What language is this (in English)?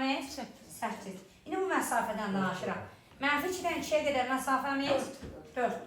Azerbaijani